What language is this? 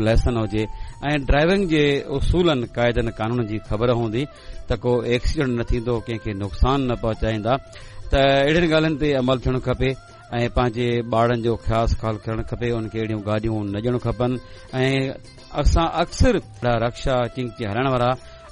Sindhi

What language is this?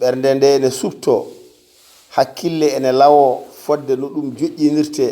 Fula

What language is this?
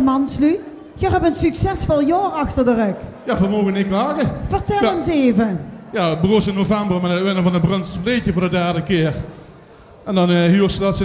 Limburgish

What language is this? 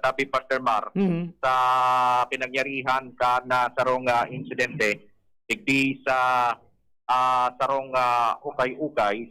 Bikol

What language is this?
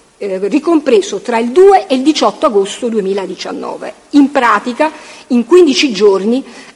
Italian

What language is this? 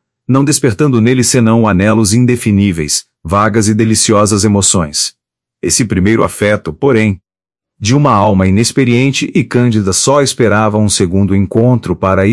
Portuguese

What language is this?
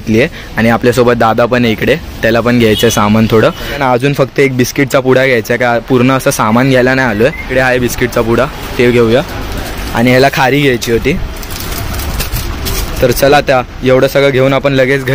Marathi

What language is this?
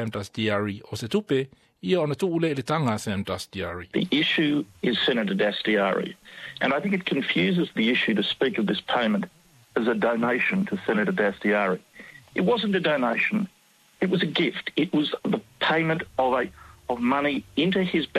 Samoan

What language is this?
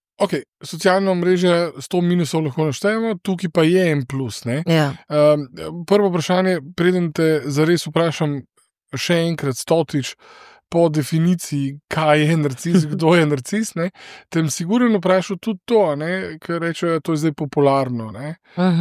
Slovenian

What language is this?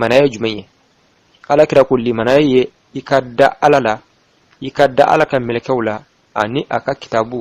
Bambara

